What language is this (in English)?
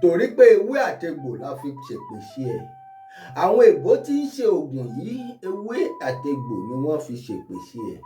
Yoruba